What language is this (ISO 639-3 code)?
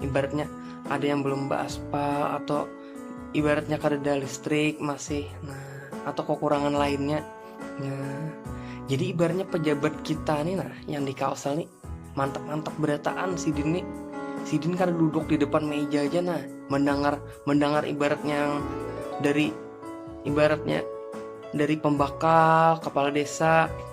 bjn